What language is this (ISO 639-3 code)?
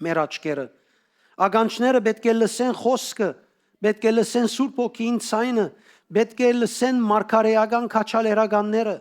hyw